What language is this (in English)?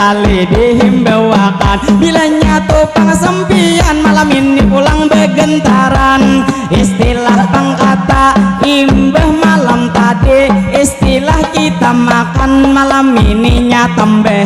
Banjar